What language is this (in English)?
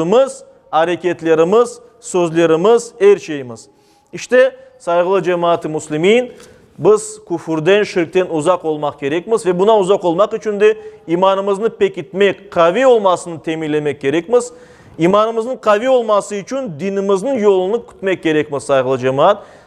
Crimean Tatar